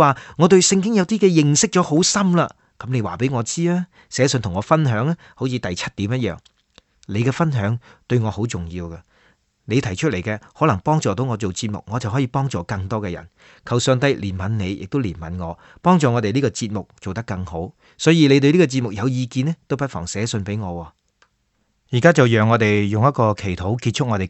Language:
Cantonese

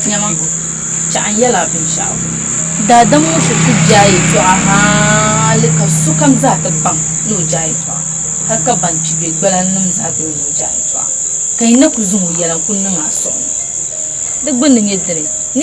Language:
Dagbani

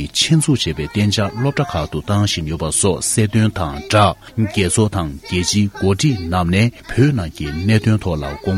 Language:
Tibetan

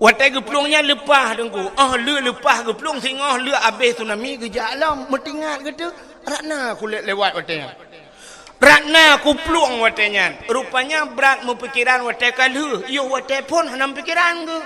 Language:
Achinese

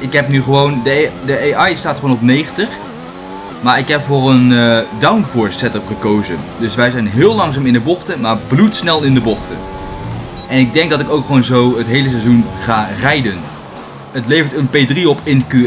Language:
Dutch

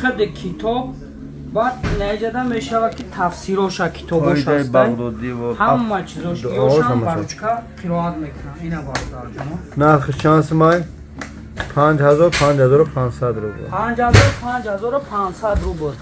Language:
Tajik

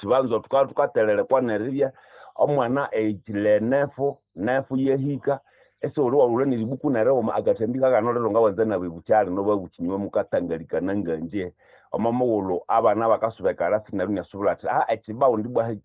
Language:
Nande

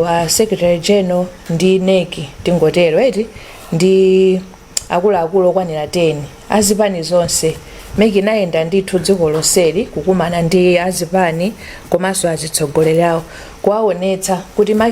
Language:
Nyanja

